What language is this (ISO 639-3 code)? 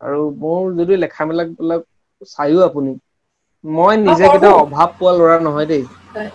asm